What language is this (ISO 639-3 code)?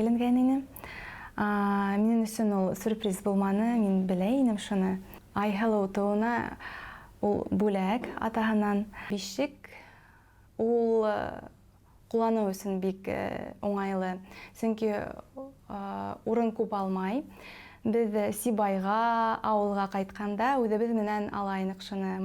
bak